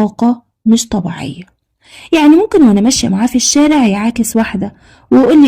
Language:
Egyptian Arabic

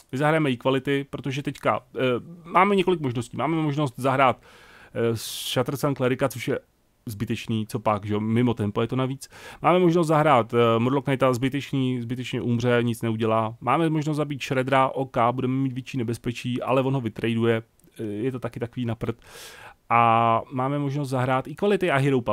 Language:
Czech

